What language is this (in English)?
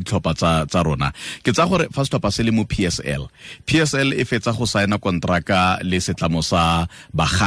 Tswana